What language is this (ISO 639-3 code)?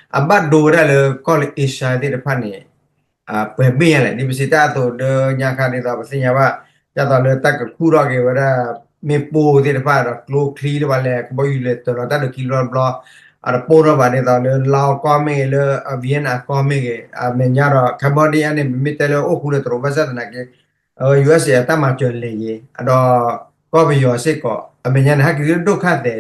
ksw